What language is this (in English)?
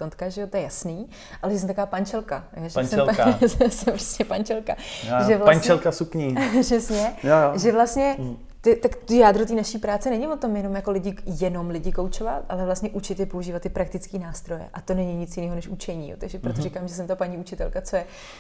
Czech